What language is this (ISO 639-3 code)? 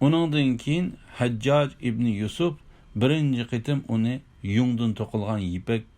uig